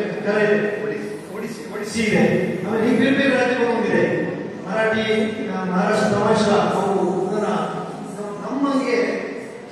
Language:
Kannada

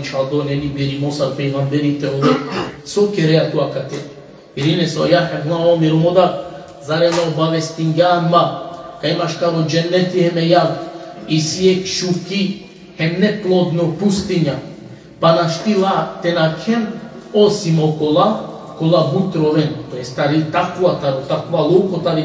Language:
Balkan Romani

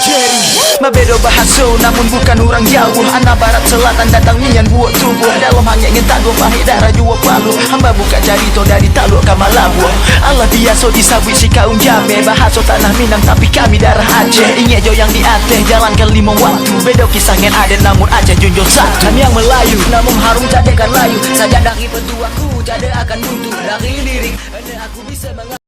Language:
Achinese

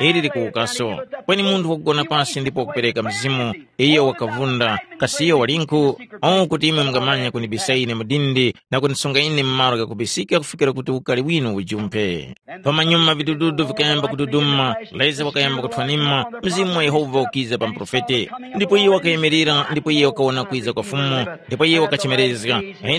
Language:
Tumbuka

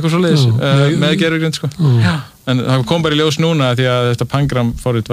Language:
Icelandic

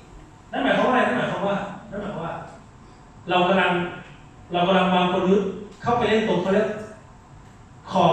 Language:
Thai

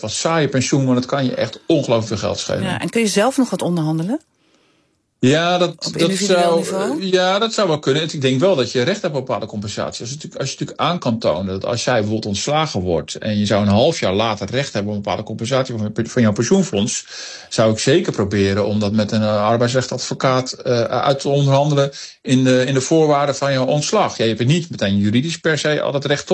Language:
Dutch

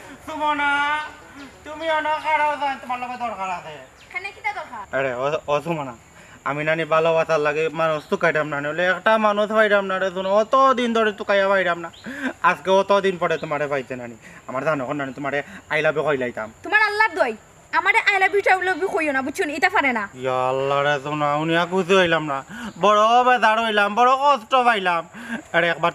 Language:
Sylheti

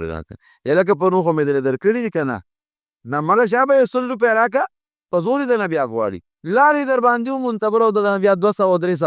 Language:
Pashto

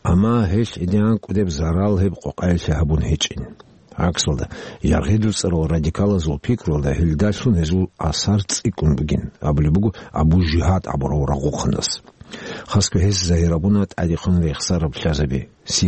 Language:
Avaric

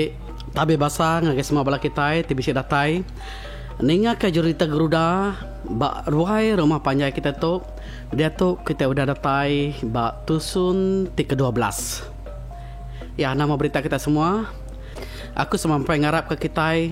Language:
Iban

